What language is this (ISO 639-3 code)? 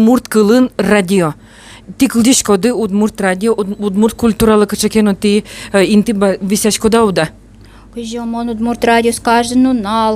udm